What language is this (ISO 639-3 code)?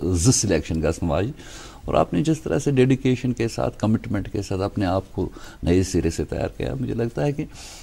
kas